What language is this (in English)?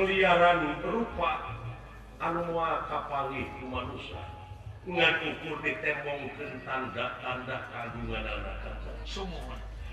Sundanese